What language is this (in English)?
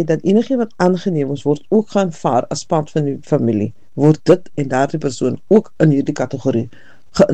Afrikaans